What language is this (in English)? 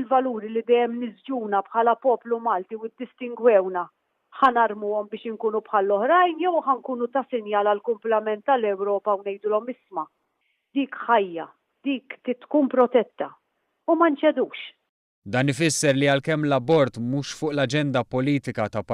Maltese